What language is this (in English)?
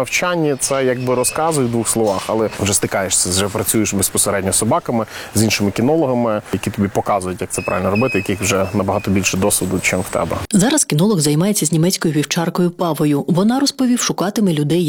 Ukrainian